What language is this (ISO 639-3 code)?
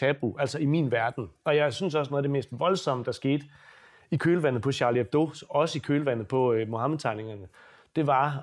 dan